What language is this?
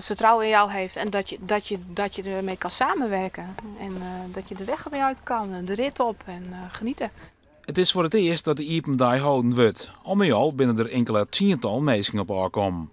Western Frisian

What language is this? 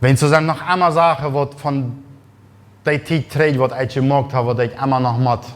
Plautdietsch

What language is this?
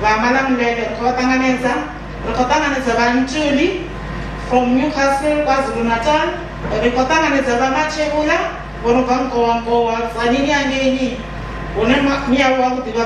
Venda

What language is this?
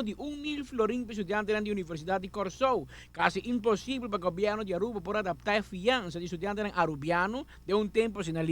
Papiamento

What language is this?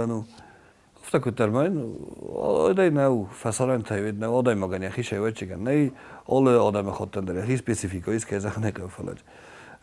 Ossetic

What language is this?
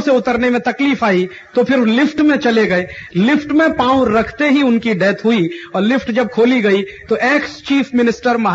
Hindi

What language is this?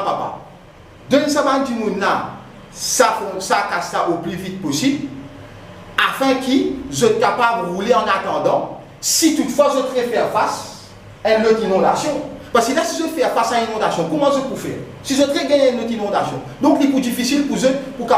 Morisyen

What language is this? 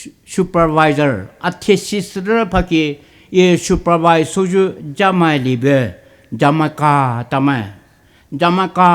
Poumei Naga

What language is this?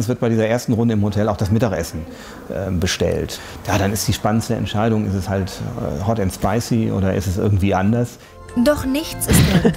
Swiss German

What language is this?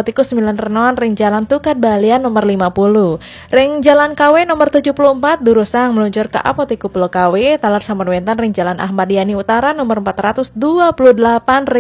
Balinese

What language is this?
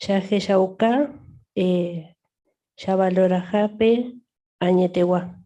Guarani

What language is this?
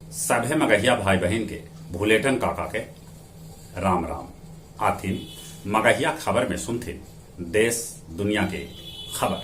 Magahi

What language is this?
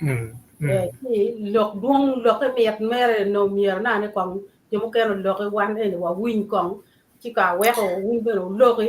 Acoli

